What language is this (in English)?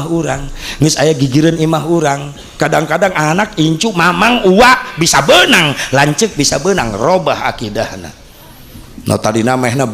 Sundanese